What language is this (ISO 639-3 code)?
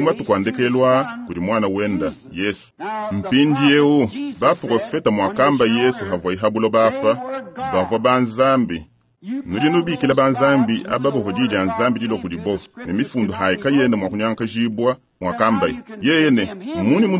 lua